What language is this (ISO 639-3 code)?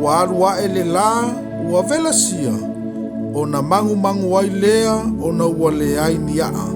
smo